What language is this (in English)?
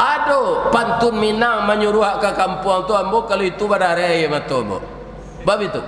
Minangkabau